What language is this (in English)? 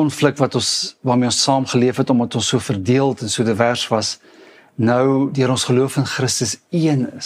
Afrikaans